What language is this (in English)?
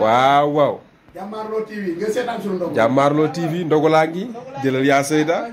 Wolof